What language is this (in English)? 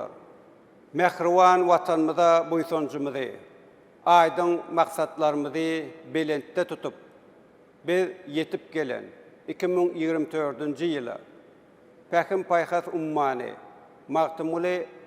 Turkmen